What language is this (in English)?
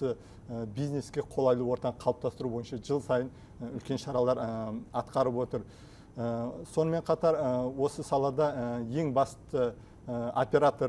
Kazakh